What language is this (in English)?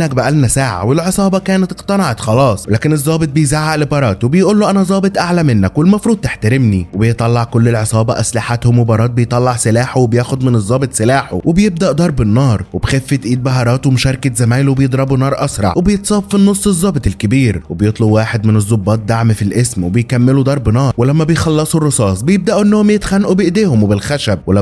Egyptian Arabic